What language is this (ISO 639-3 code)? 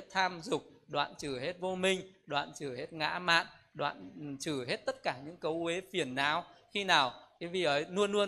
vie